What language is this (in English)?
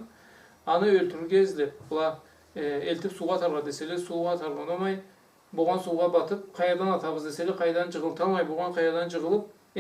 Karachay-Balkar